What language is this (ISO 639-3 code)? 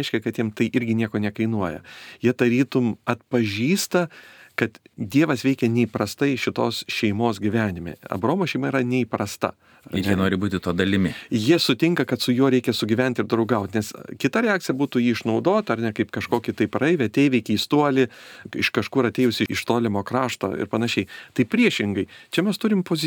lit